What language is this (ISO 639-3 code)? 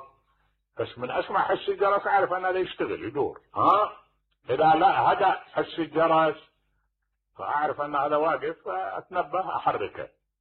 acm